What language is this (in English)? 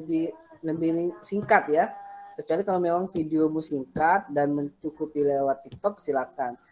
Indonesian